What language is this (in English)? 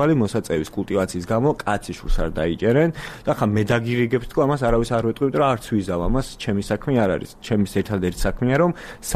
Georgian